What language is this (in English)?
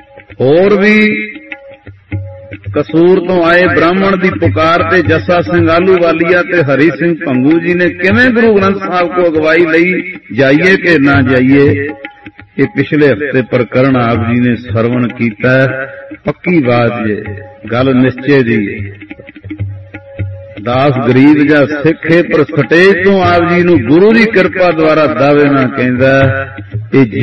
Punjabi